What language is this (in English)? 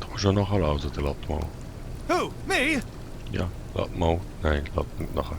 Swiss German